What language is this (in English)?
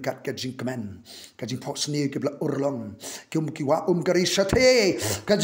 Khasi